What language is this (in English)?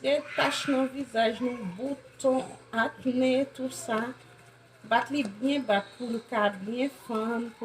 Haitian Creole